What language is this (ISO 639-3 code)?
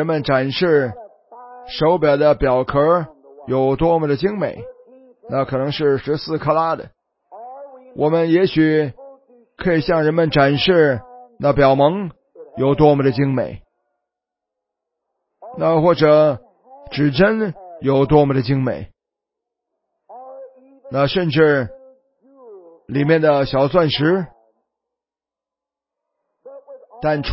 zho